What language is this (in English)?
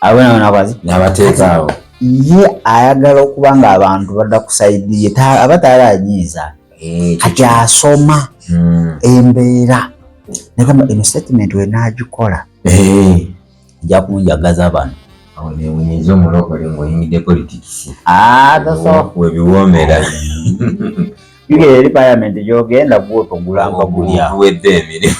Ganda